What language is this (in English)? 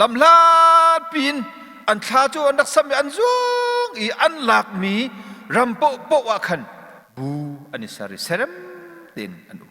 Hakha Chin